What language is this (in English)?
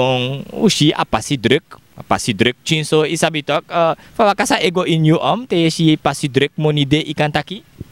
Sranan Tongo